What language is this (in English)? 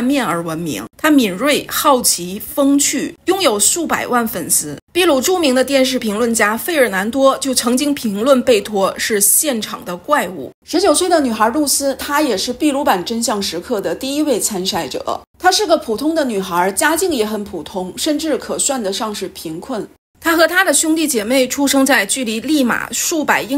Chinese